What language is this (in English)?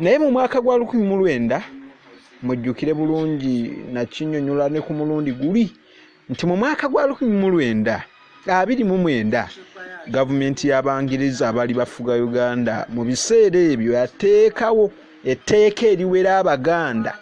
Ganda